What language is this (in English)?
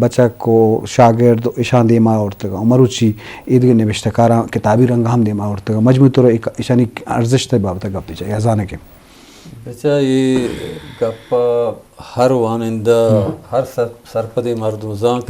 Eastern Balochi